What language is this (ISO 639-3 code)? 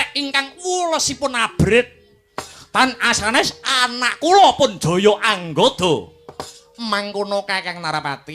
jav